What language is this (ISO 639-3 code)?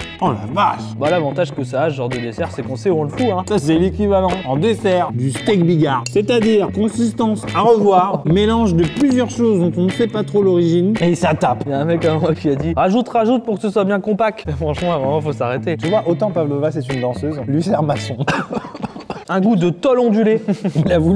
fra